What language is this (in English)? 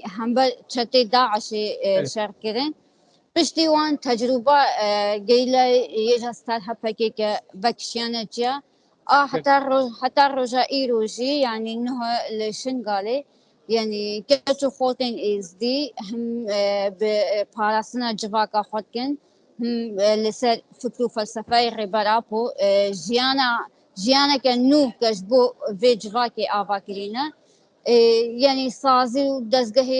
Kurdish